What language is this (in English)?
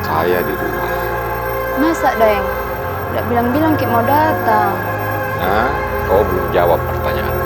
Makassar Malay